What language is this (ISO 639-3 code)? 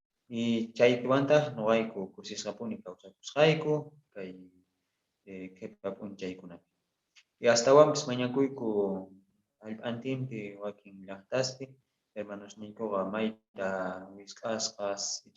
quh